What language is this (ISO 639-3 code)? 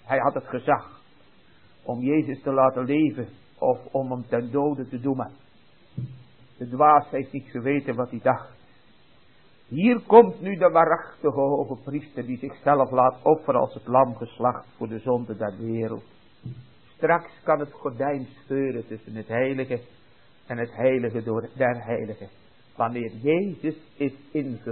nld